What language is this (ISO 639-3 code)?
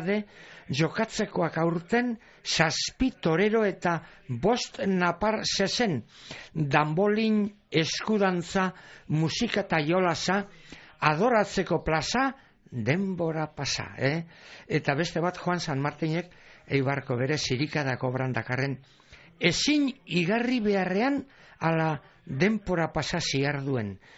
eus